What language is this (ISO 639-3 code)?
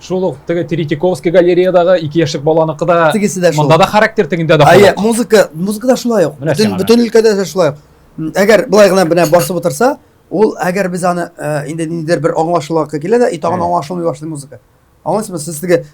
tat